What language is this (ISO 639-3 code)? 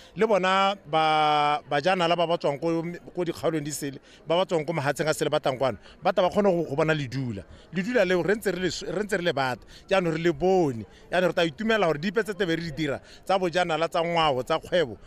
tsn